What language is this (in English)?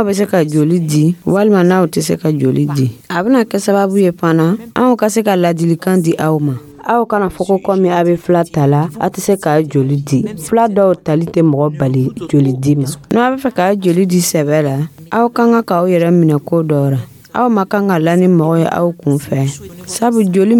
Dyula